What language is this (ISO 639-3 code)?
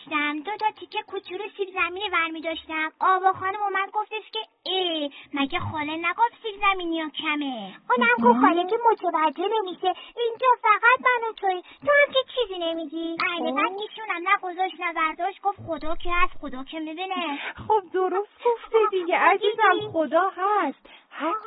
fas